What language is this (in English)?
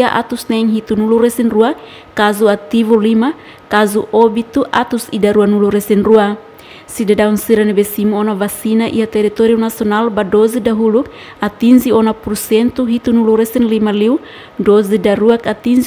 Tetum